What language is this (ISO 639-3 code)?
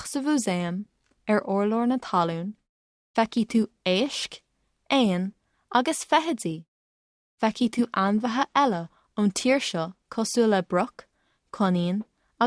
gle